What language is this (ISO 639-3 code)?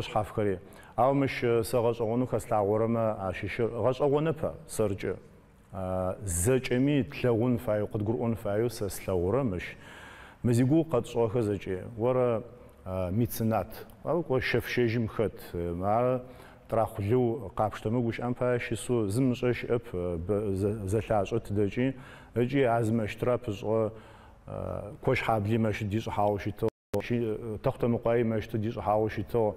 ady